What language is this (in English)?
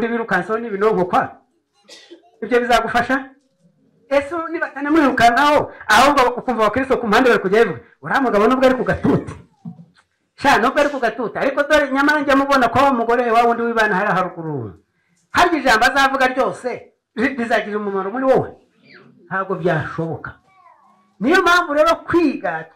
Kinyarwanda